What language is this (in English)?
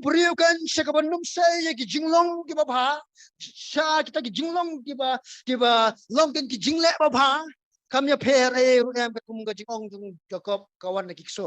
Khasi